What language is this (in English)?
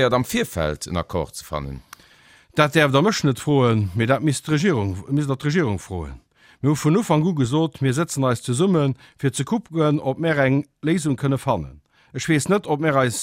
Luxembourgish